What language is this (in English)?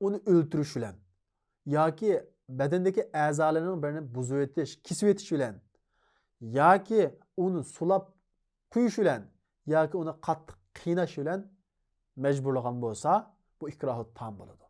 Uyghur